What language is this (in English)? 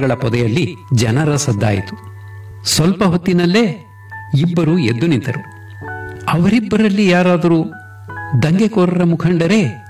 Kannada